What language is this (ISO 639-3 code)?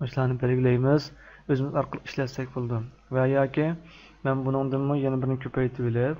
uig